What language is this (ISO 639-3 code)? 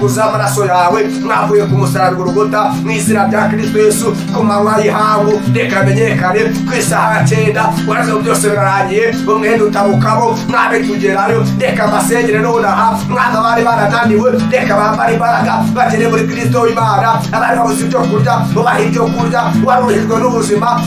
kin